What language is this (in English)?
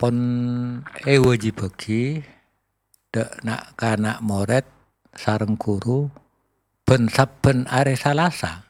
Madurese